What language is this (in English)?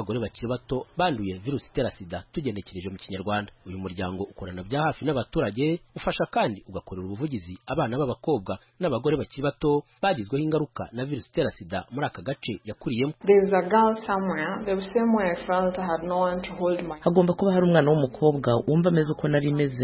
Kinyarwanda